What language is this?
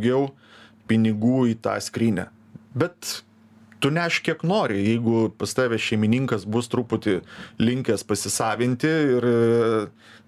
Lithuanian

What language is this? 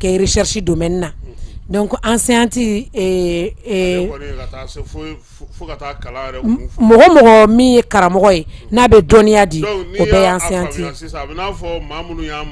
Bambara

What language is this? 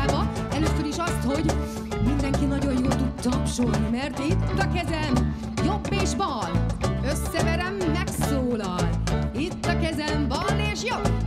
Hungarian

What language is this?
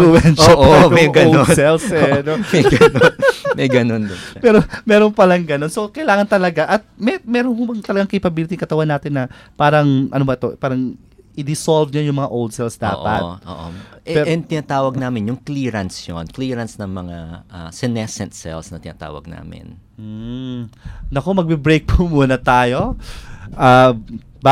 Filipino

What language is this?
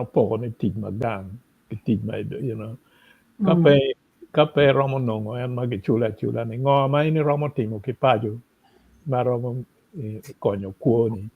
Acoli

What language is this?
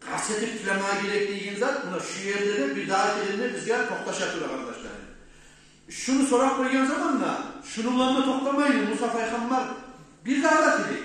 Kumyk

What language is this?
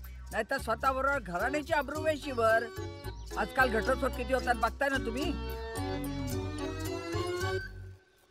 Marathi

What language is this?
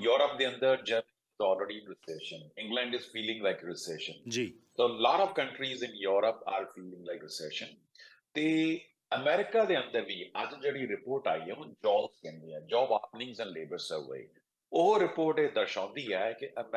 Punjabi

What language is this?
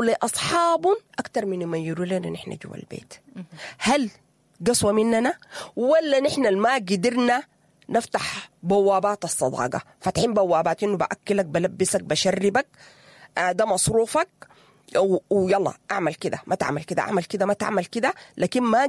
Sudanese Arabic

